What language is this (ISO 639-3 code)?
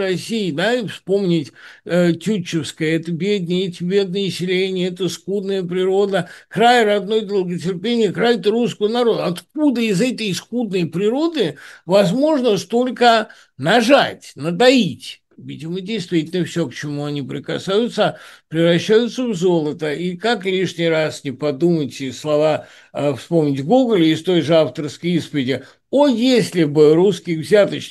rus